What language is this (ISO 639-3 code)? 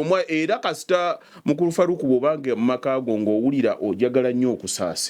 lug